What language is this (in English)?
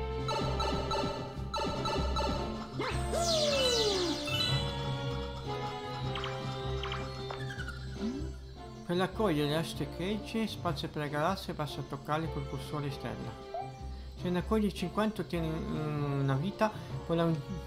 Italian